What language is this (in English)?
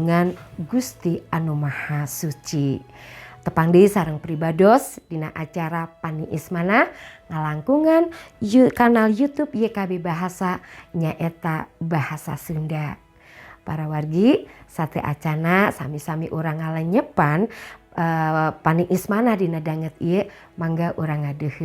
Sundanese